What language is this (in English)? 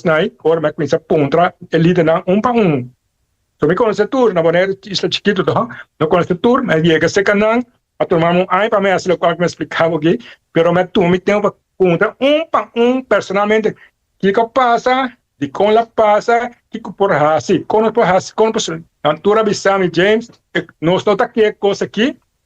Papiamento